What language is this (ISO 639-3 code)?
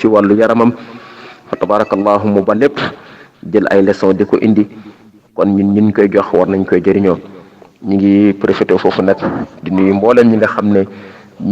wol